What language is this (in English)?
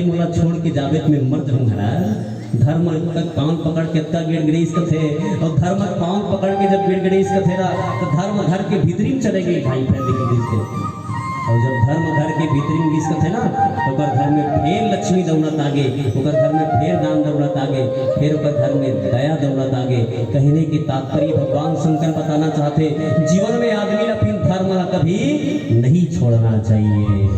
Chhattisgarhi